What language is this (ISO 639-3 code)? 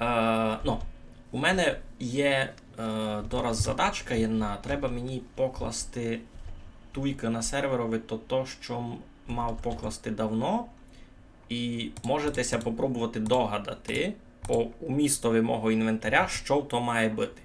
rue